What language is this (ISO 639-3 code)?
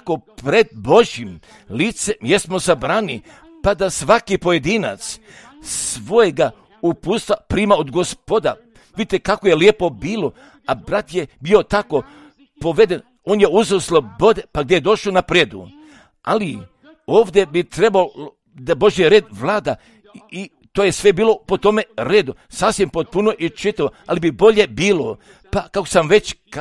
hrv